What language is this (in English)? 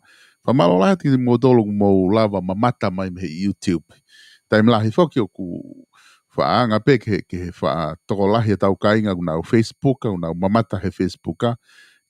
Tongan